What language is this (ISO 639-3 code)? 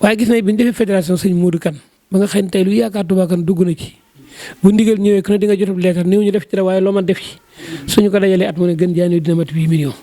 wol